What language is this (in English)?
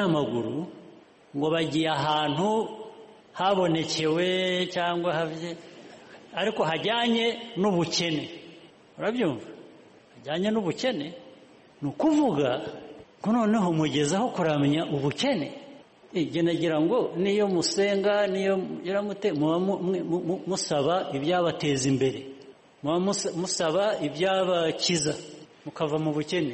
Kinyarwanda